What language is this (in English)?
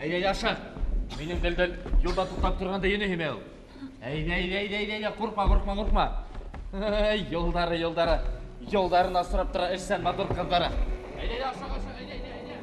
Bashkir